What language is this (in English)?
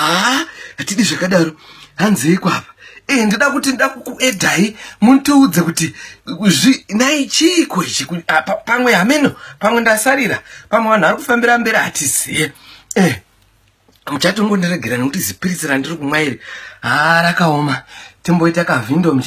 Shona